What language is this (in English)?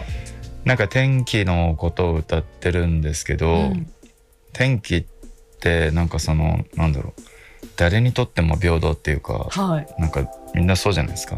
Japanese